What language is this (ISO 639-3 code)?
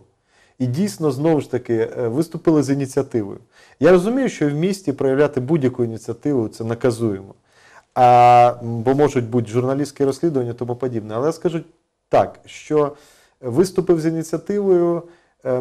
ukr